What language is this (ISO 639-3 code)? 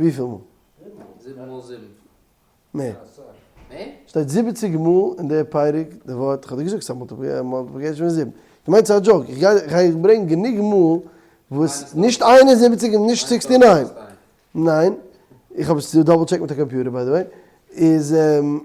yid